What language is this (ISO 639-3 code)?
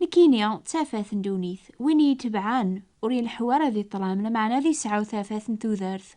kab